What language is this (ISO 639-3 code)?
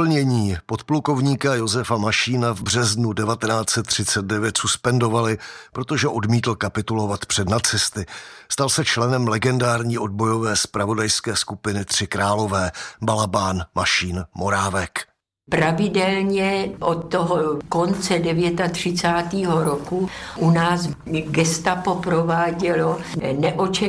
ces